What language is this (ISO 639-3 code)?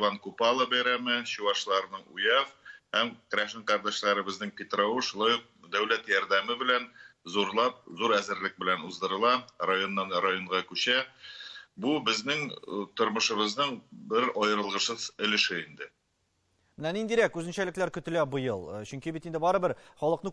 tat